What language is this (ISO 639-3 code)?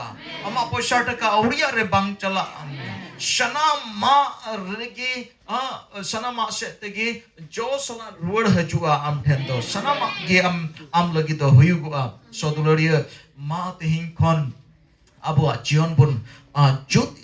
sat